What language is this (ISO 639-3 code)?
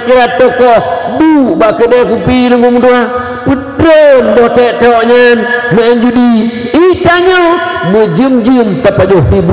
ace